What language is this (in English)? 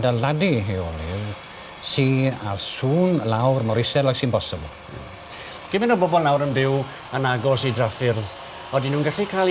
Welsh